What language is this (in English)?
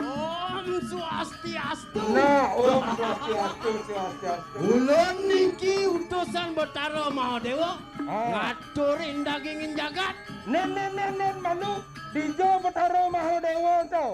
Balinese